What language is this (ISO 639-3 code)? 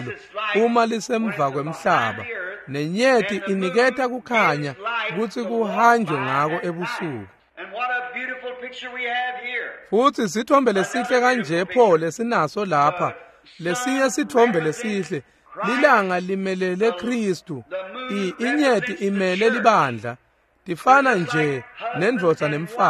ssw